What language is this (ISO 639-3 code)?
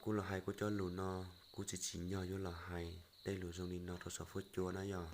hmn